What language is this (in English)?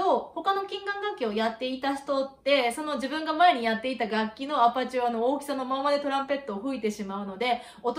Japanese